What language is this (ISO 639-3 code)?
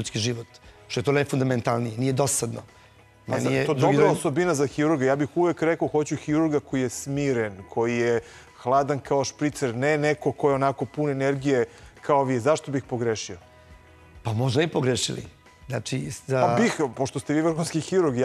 srp